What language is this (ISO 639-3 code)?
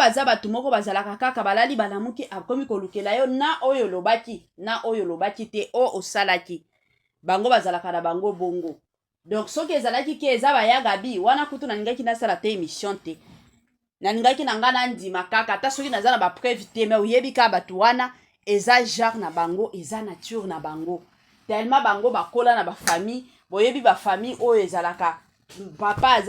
lin